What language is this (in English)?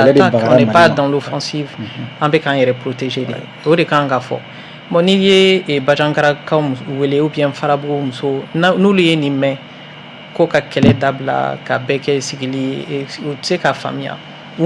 Bambara